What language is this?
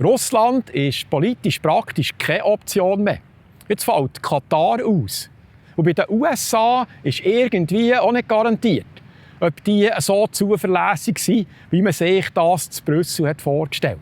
Swiss German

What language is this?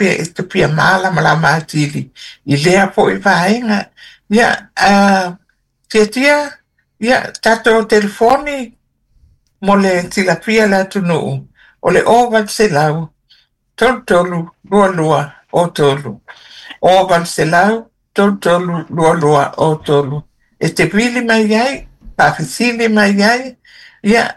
Samoan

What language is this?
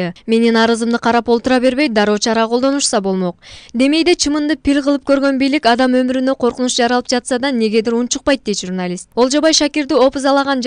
Kyrgyz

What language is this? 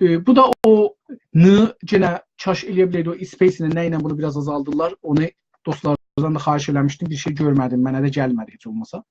South Azerbaijani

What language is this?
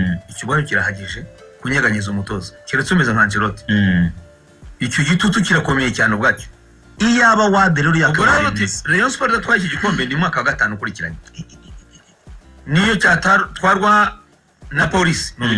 Kinyarwanda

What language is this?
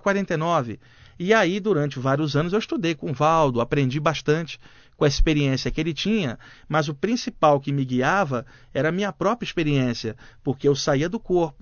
Portuguese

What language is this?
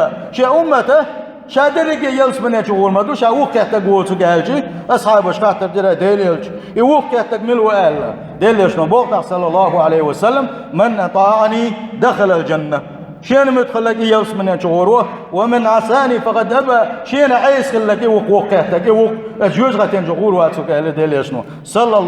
Chechen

